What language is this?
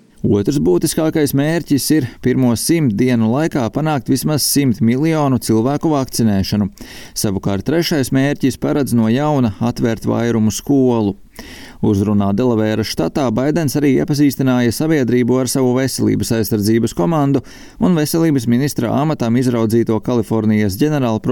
Latvian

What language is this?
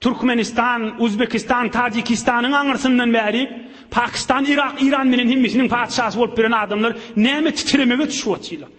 Turkmen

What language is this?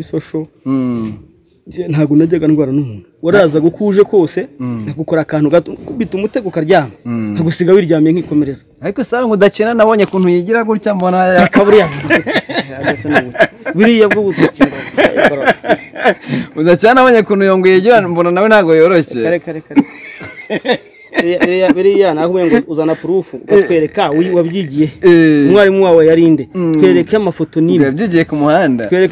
Kinyarwanda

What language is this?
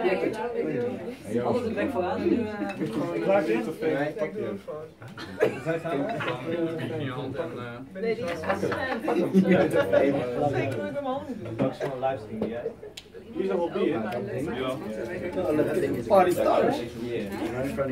Dutch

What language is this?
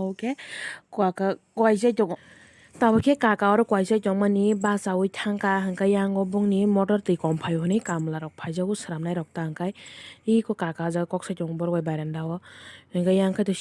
Kok Borok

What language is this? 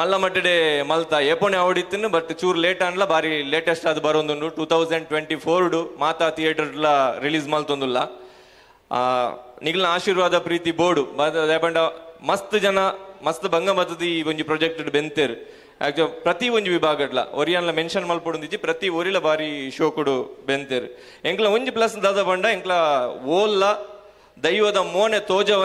Tulu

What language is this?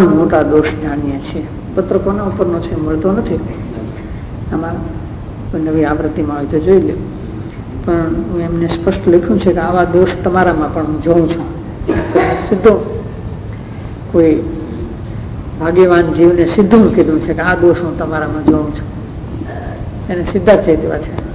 Gujarati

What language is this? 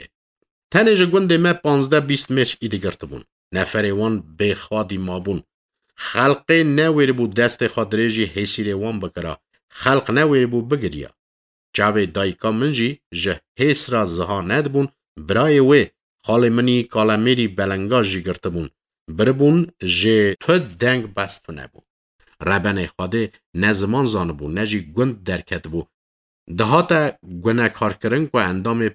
Kurdish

